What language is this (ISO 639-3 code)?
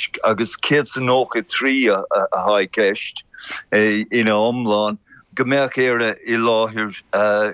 gle